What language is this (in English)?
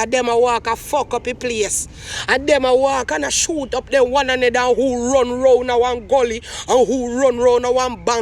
Jamaican Creole English